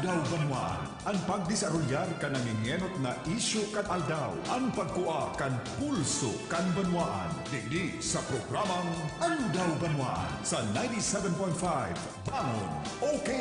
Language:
Bikol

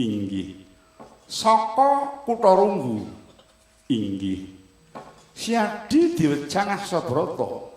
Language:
Javanese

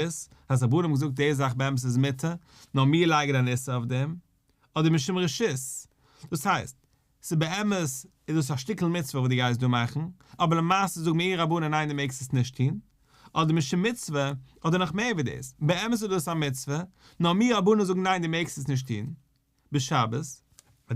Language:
Yiddish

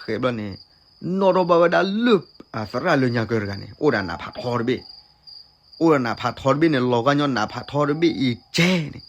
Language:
S'gaw Karen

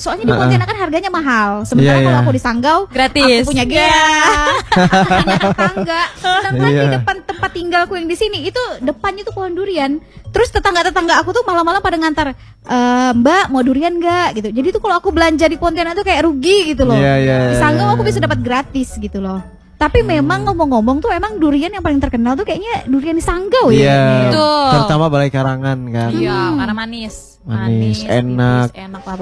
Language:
Indonesian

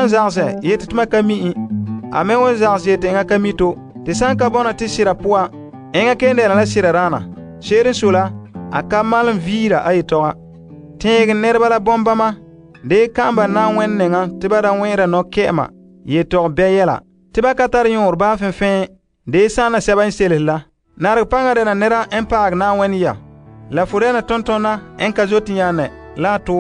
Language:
Frafra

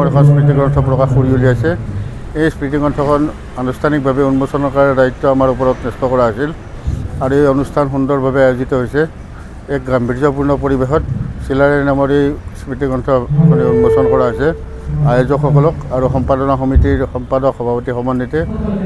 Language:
Assamese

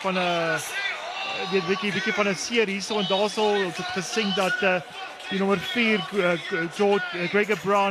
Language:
Afrikaans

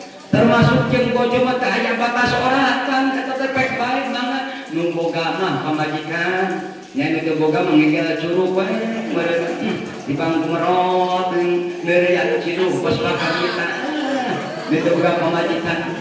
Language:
Sundanese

